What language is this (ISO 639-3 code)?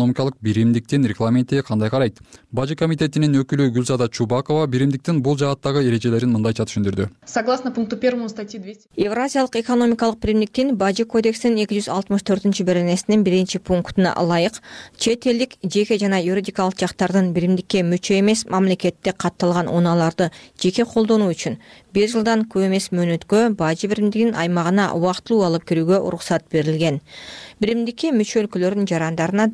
kir